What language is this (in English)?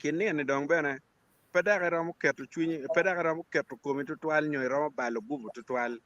Acoli